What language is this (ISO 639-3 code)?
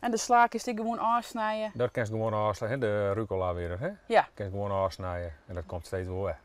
fry